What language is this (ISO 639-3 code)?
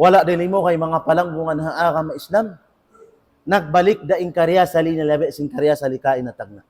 tsg